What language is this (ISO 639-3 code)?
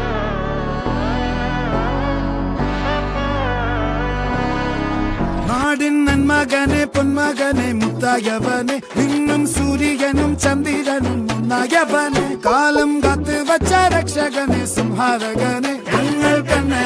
mal